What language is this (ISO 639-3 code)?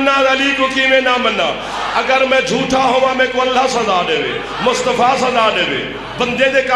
skr